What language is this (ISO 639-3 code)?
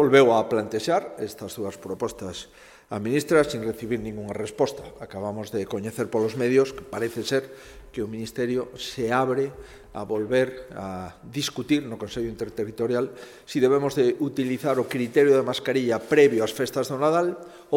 glg